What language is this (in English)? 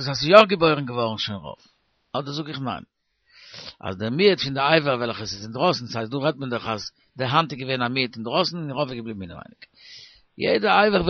Yiddish